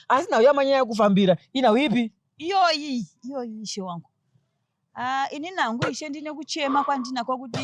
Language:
Shona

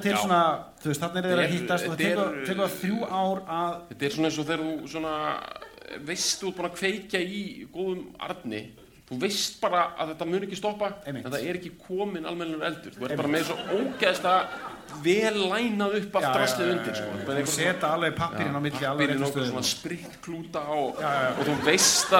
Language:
Icelandic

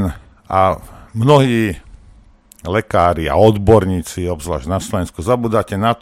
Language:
Slovak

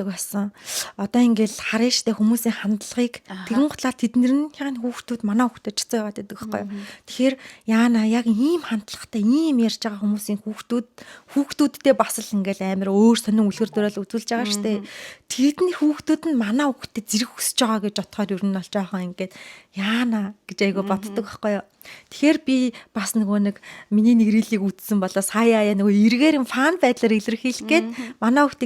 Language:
Mongolian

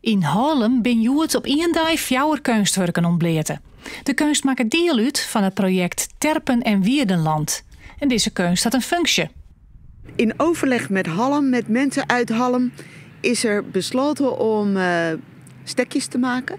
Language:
Western Frisian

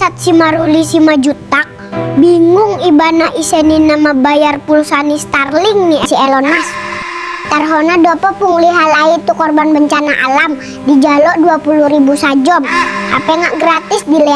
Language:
Batak Toba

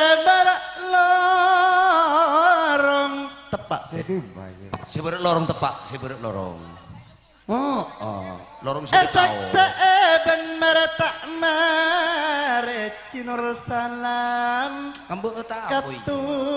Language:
Madurese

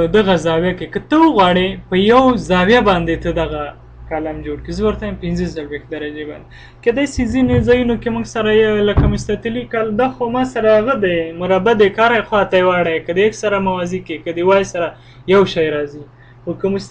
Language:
Pashto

